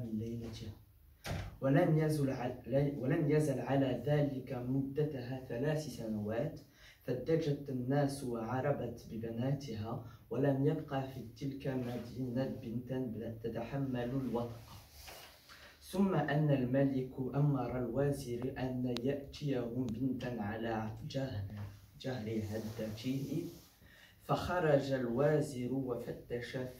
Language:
Arabic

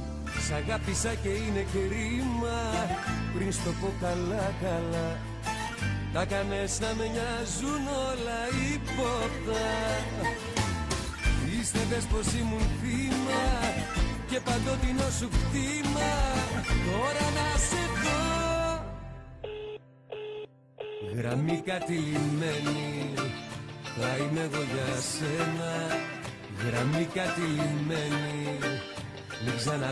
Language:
Greek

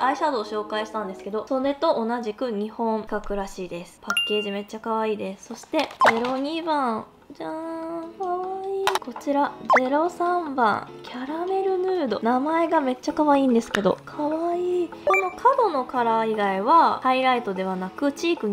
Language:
Japanese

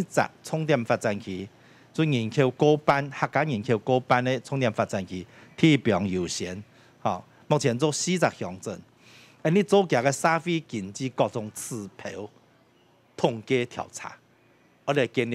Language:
Hakka Chinese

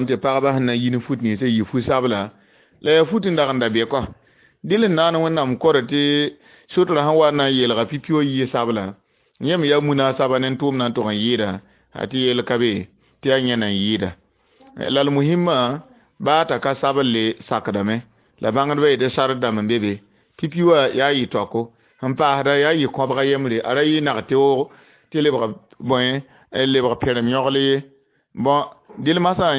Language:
Mossi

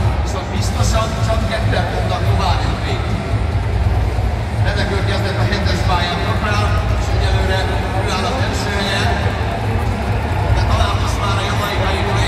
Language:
Hungarian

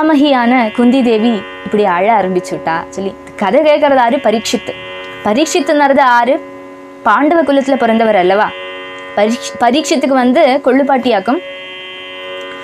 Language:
Tamil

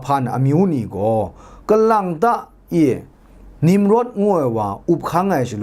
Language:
Kachin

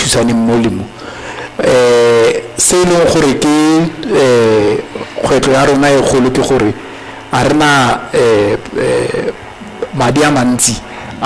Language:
Tswana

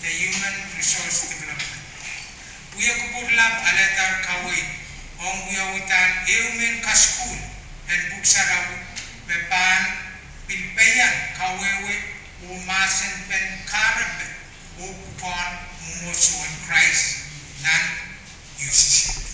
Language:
Pohnpeian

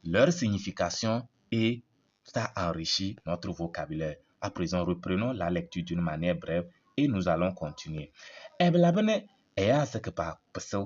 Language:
Kabiyè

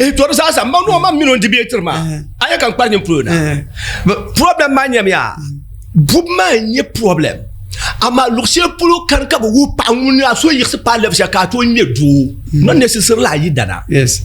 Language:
Dagbani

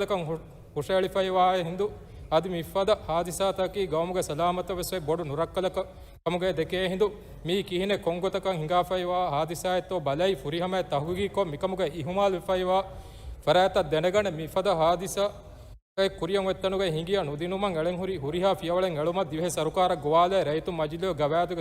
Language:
Divehi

